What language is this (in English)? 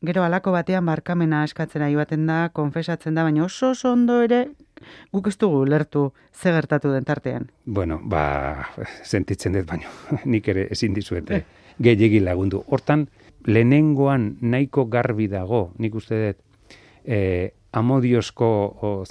Basque